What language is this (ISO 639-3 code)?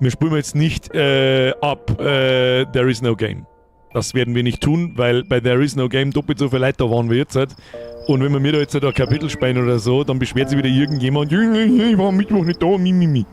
bar